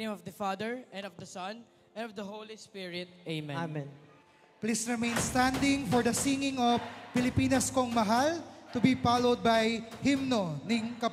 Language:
Pampanga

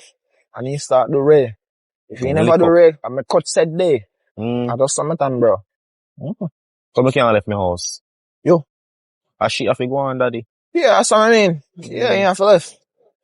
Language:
Jamaican Creole English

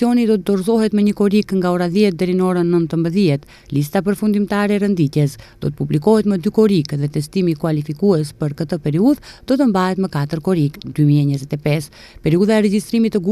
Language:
Albanian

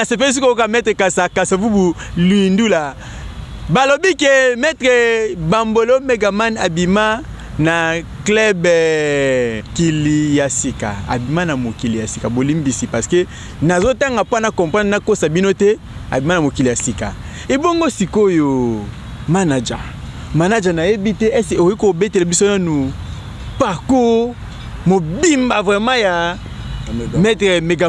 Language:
Lingala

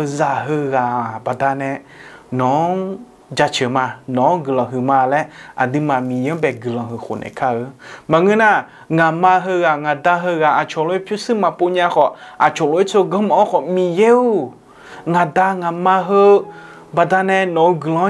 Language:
Akha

